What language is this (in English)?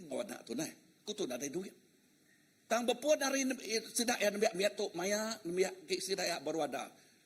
Iban